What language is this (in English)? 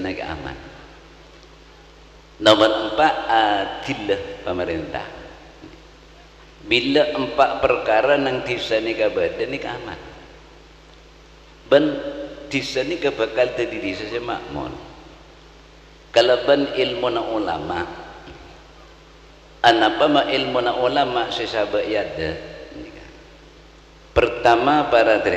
Madurese